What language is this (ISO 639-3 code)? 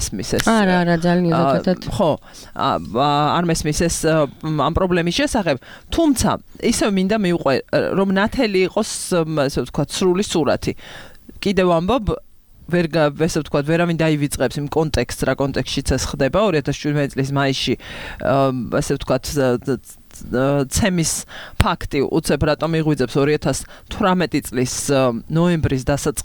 kat